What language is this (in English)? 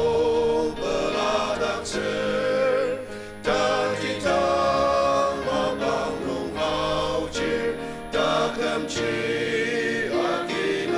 Ao Naga